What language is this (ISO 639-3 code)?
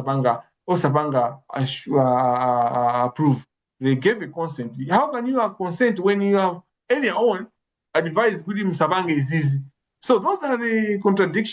nya